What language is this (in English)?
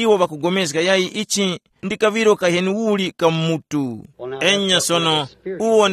Tumbuka